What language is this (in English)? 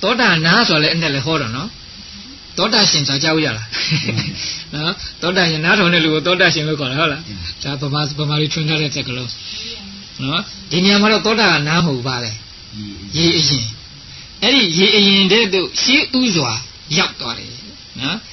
Burmese